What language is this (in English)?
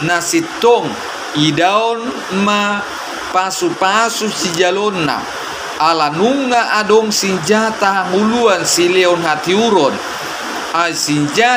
Batak Toba